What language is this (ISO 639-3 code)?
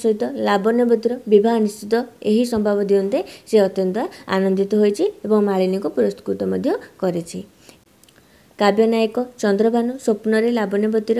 ori